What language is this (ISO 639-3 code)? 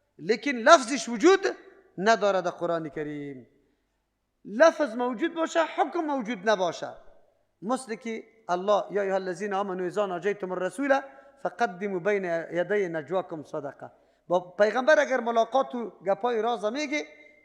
fas